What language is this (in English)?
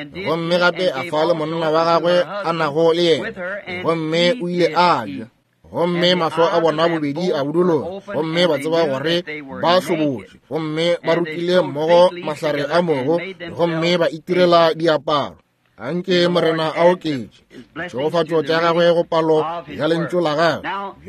Northern Sotho